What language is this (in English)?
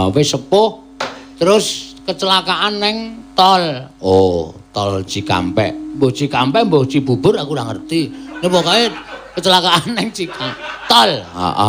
Javanese